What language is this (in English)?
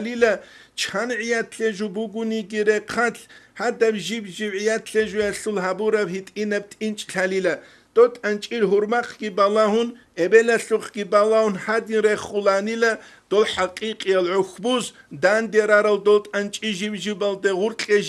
Avaric